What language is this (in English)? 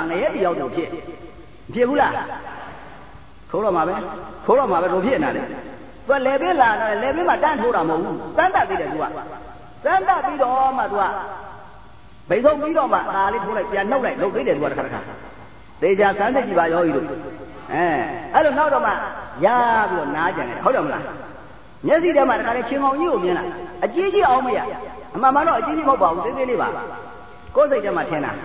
Burmese